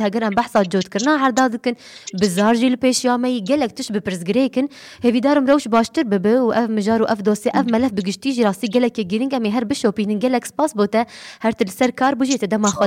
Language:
Kurdish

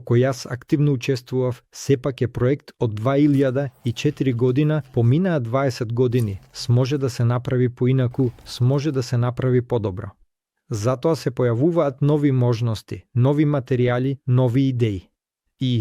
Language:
Macedonian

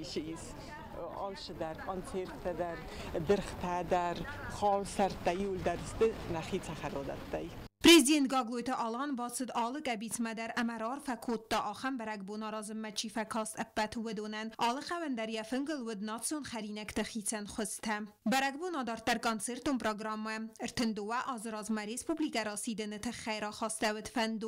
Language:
Ossetic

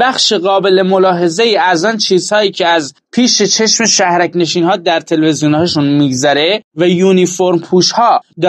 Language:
Persian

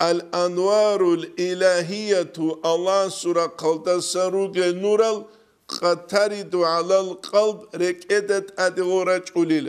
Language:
Avaric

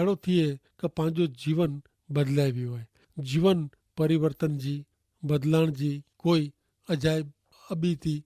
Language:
Kachhi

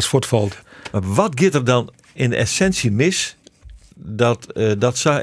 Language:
Western Frisian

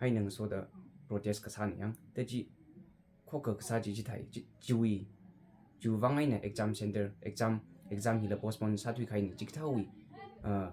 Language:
Tangkhul Naga (India)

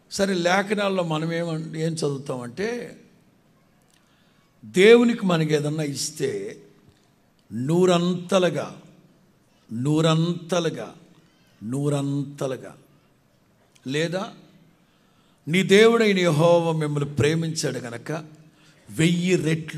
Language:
Telugu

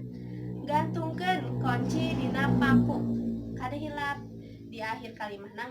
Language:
Sundanese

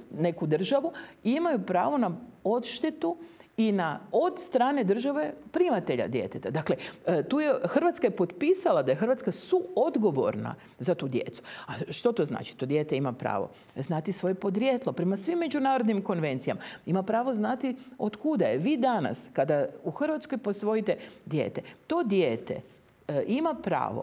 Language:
Croatian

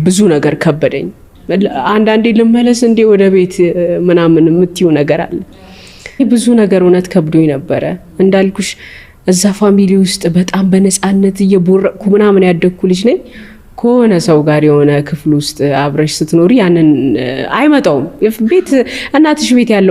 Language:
Amharic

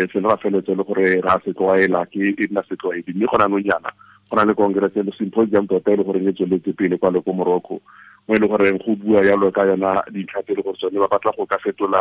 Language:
Tswana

